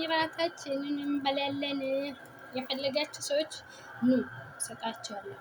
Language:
Amharic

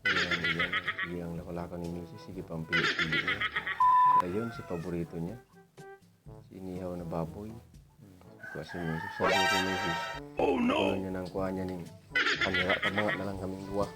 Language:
Bikol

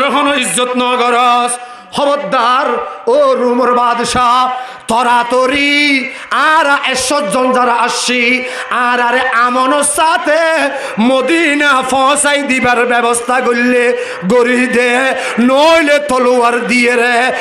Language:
Rohingya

